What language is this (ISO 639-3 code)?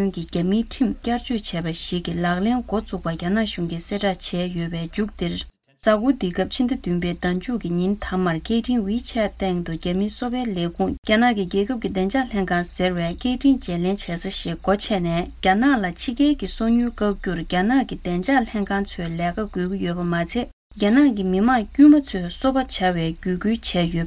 bod